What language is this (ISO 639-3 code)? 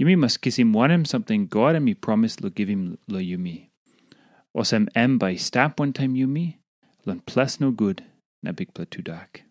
tpi